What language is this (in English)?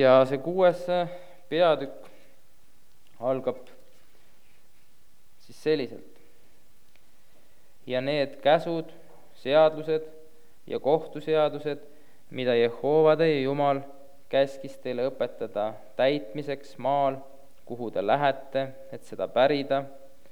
Estonian